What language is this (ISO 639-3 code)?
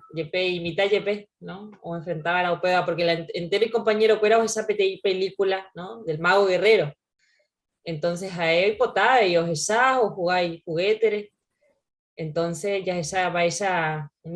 grn